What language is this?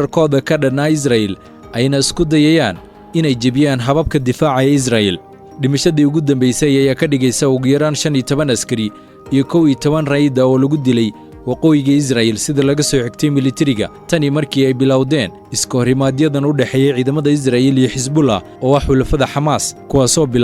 Somali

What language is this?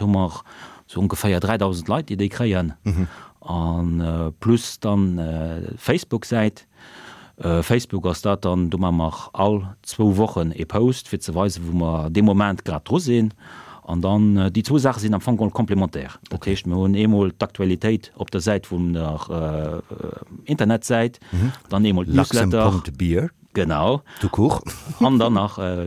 Luxembourgish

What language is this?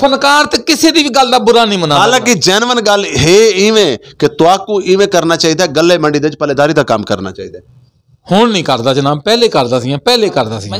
Saraiki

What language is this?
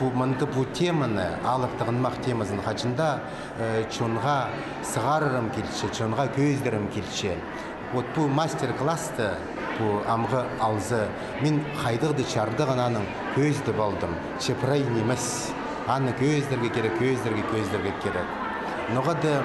Khakas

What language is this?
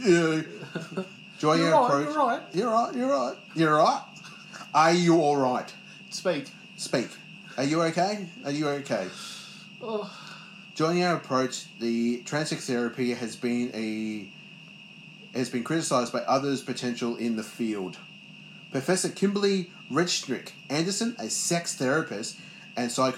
English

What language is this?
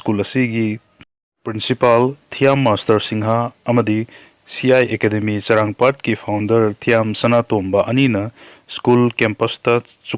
Manipuri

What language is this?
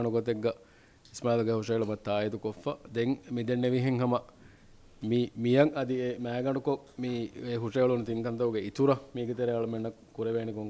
Divehi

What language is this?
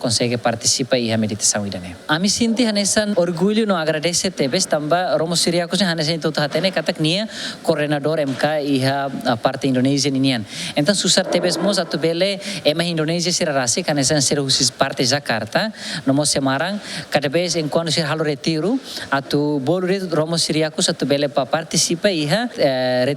Tetum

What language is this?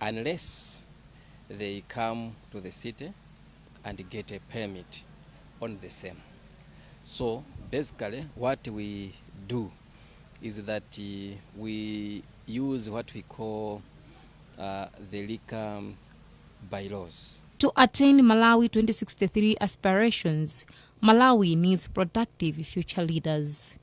English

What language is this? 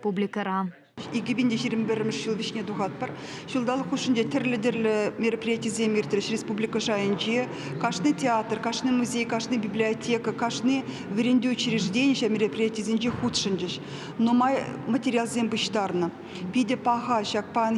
Chuvash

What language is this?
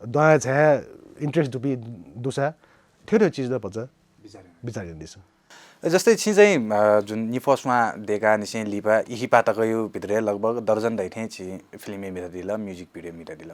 Newari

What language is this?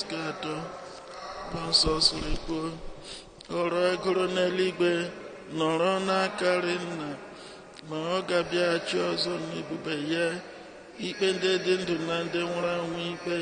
Igbo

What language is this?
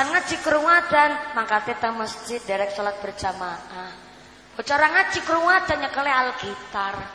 Javanese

